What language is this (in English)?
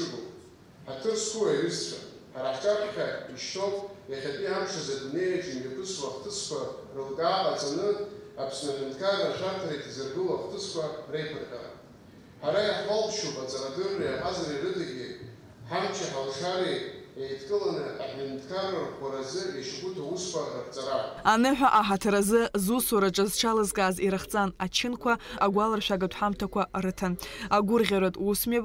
Abkhazian